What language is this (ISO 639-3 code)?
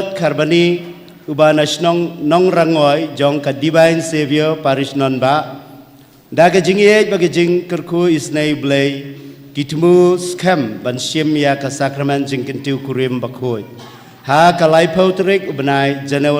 kha